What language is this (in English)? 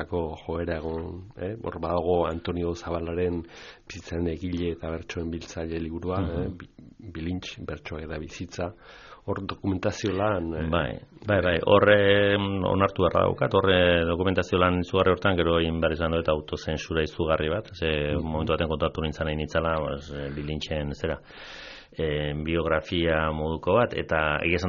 Basque